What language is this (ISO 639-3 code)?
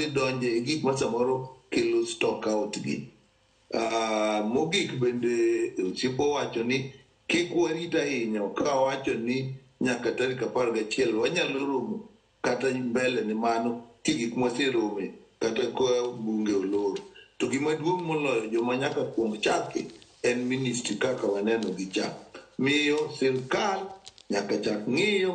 luo